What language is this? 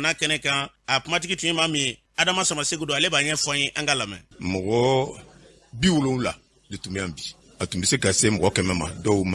Bambara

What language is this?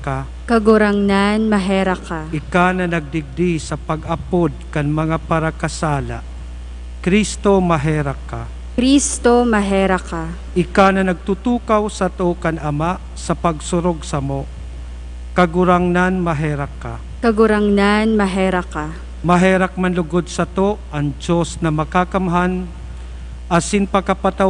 Bikol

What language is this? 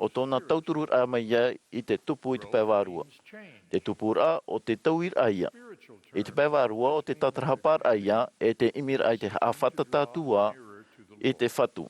Tahitian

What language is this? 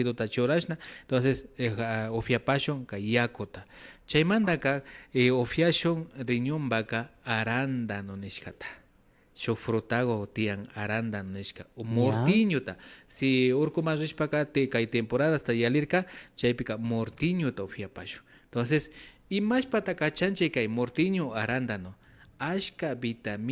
Imbabura Highland Quichua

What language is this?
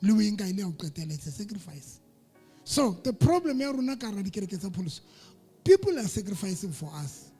Southern Sotho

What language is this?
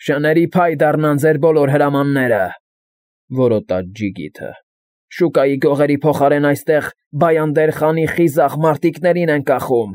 Armenian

